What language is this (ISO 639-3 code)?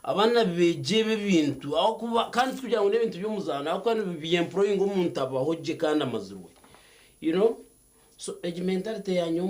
nyn